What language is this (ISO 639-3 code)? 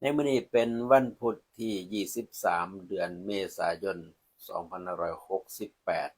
tts